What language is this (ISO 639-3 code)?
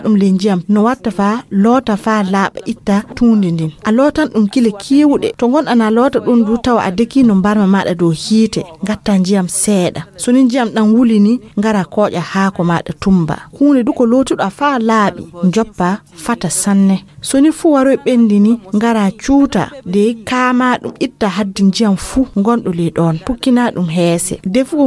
ful